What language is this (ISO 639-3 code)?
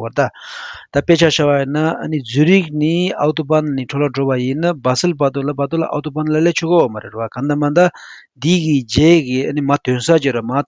bod